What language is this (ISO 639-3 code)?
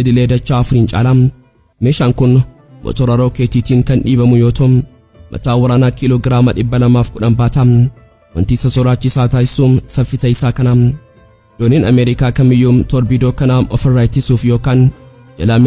orm